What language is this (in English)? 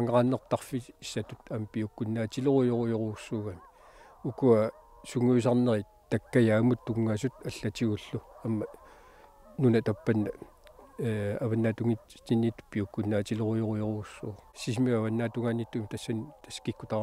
Kalaallisut